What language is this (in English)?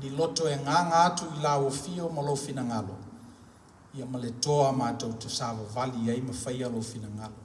Samoan